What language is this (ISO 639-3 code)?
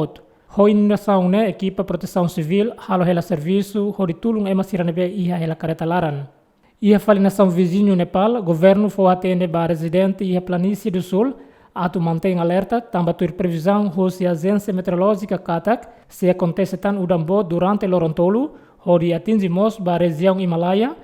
tet